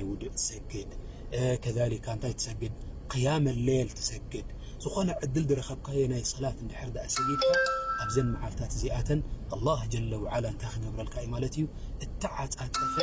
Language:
Tigrinya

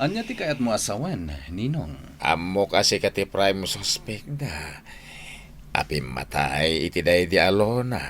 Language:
Iloko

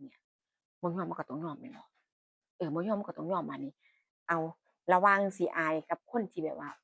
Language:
Northeastern Thai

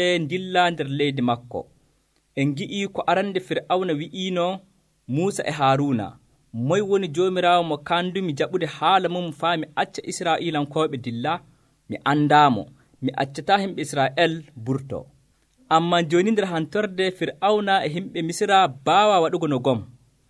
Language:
Nigerian Fulfulde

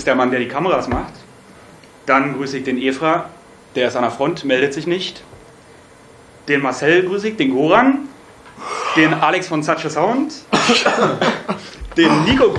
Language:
German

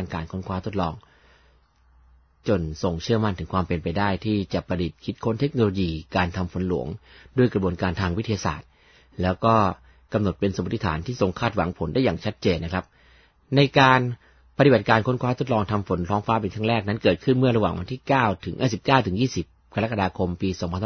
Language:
Thai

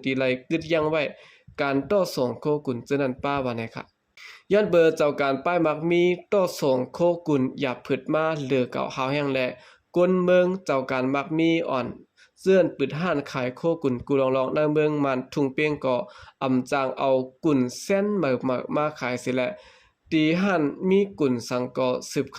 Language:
Shan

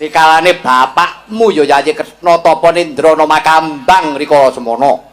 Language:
Javanese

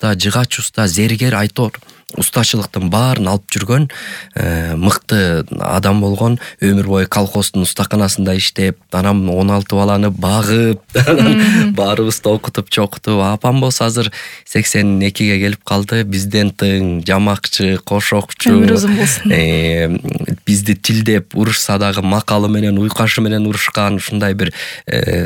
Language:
Kyrgyz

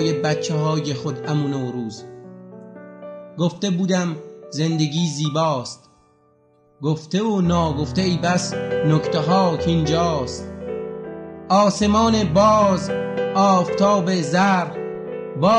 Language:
Persian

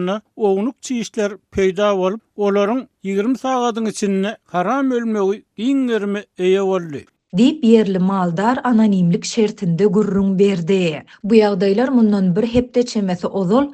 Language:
Turkmen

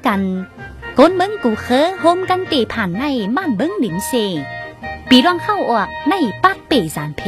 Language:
Tai Nüa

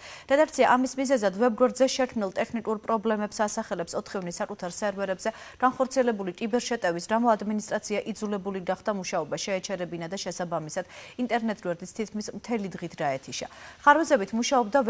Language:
Georgian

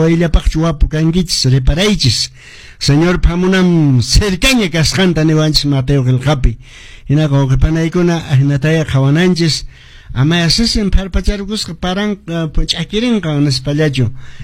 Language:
Quechua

